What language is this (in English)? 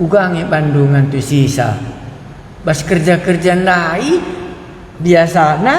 Batak Karo